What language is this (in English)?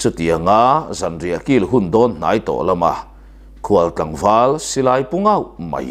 Mizo